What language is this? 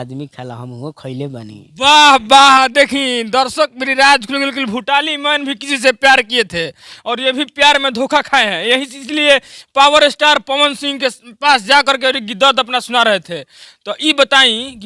Bhojpuri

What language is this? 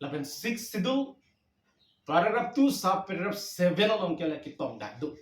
Karbi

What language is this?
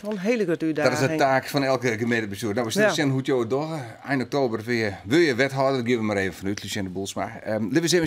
Western Frisian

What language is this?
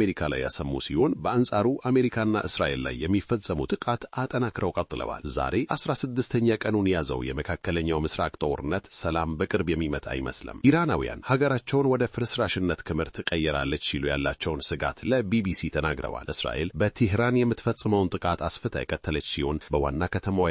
Amharic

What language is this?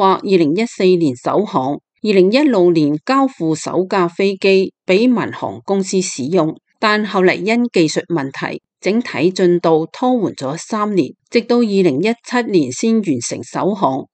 Cantonese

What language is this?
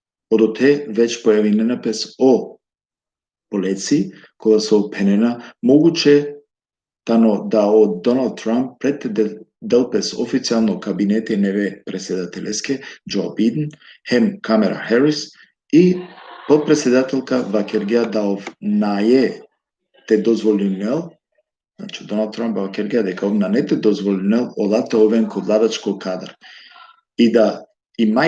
Balkan Romani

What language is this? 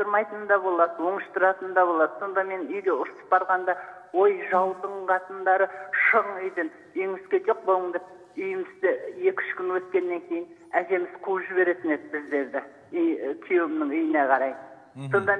Kazakh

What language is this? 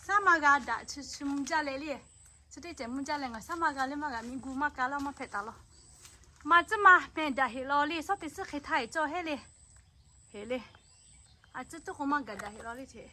Lahu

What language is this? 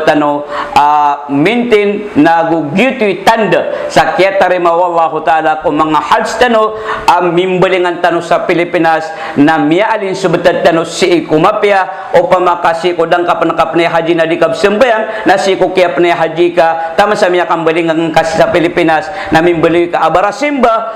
Maranao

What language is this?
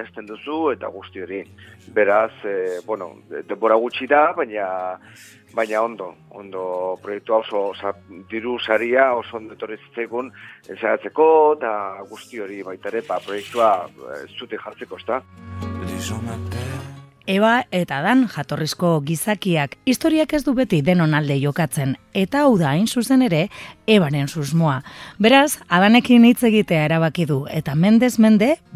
Basque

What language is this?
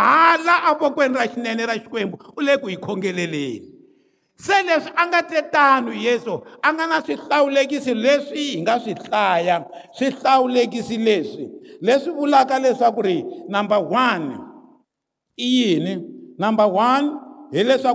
Tsonga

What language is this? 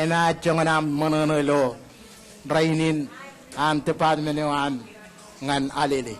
Marshallese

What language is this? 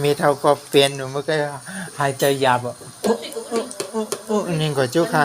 Shan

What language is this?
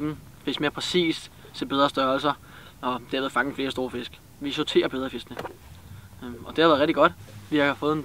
Danish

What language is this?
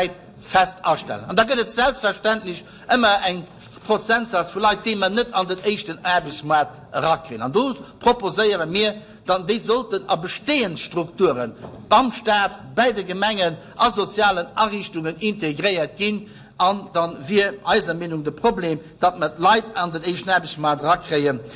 Luxembourgish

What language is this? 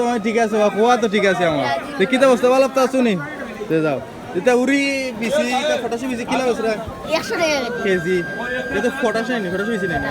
Sylheti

